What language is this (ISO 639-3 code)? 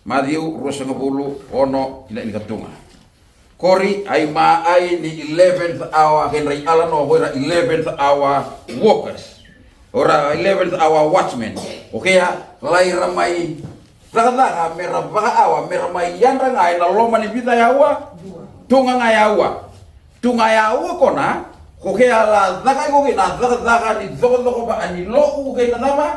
fij